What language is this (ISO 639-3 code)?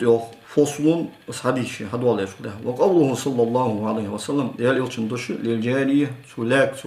inh